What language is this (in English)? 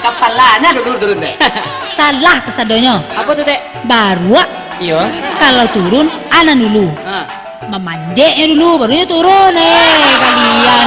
Minangkabau